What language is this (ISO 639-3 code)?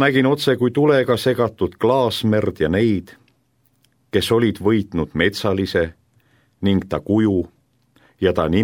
est